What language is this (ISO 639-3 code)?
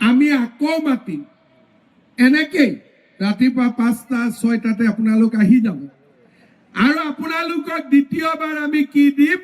asm